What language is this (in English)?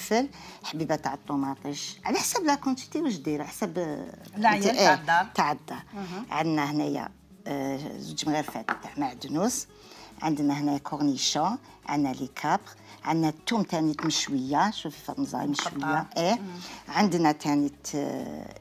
Algerian Arabic